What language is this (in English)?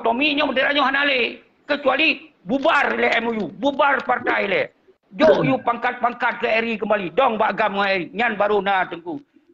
Achinese